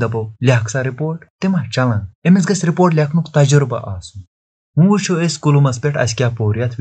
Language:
Kashmiri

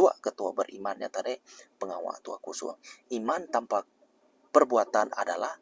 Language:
Iban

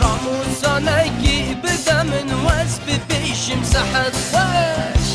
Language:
Kurdish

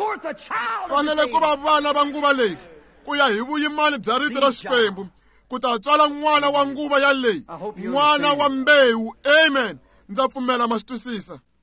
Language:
Tsonga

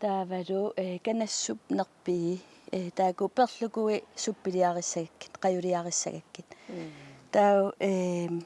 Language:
Kalaallisut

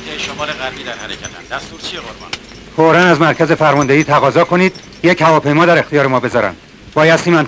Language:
Persian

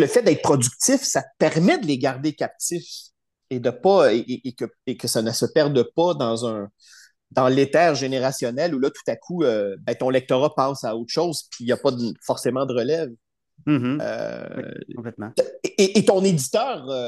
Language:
French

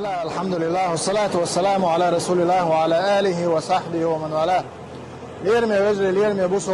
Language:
Chechen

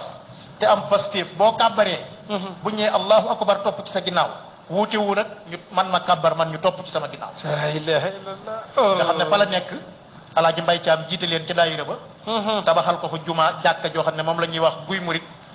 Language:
Wolof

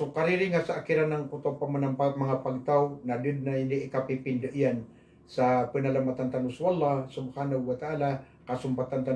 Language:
Maranao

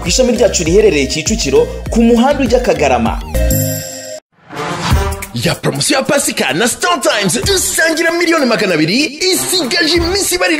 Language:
Kinyarwanda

